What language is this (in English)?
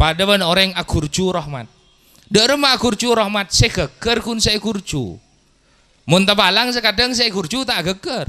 Madurese